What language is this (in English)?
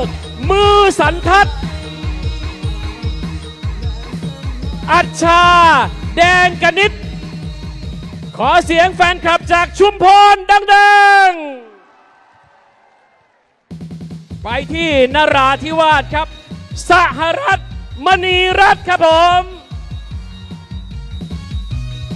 Thai